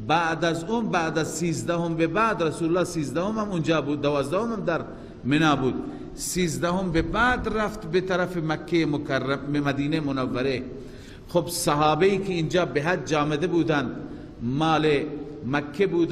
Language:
Persian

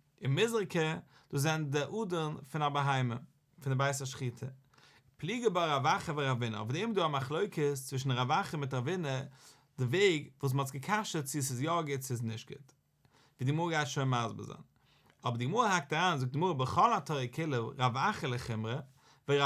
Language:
Yiddish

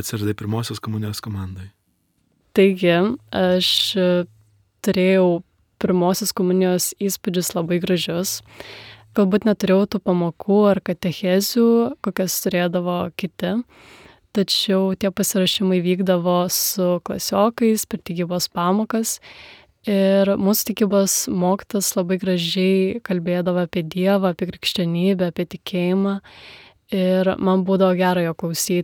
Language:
Lithuanian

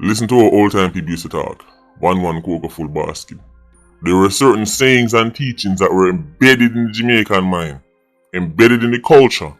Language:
Jamaican Creole English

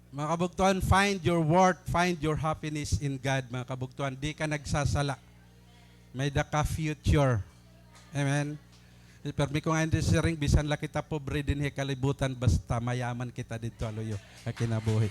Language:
Waray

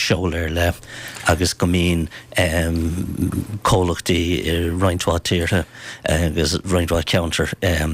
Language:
Irish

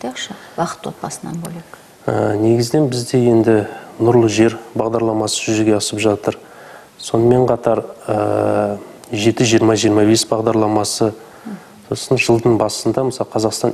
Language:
Kazakh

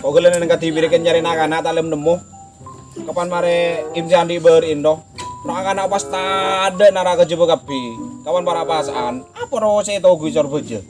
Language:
Madurese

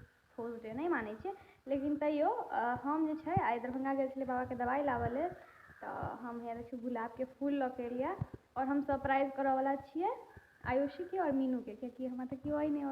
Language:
Maithili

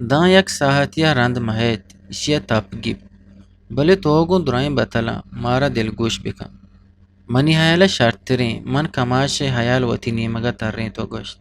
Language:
Eastern Balochi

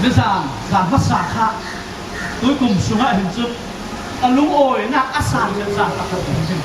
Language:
Falam Chin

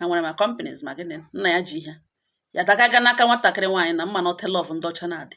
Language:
Igbo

